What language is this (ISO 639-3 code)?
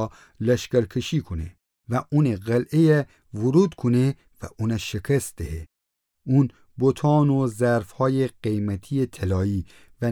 glk